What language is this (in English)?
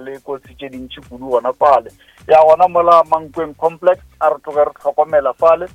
Northern Sotho